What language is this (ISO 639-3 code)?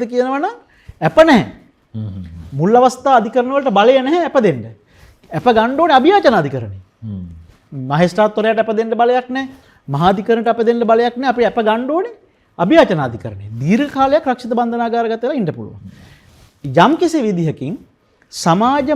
sin